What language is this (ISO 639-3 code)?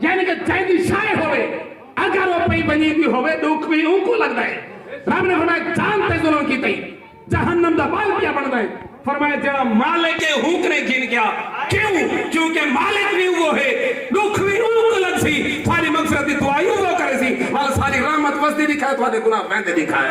skr